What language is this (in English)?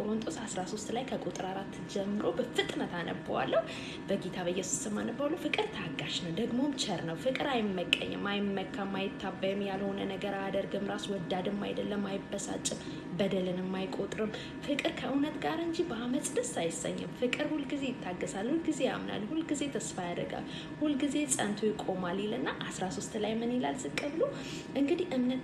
Amharic